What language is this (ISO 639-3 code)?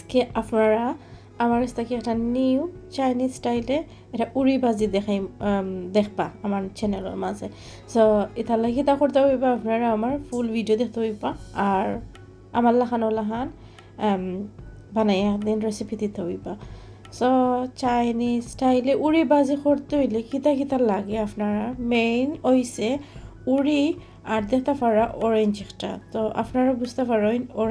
syl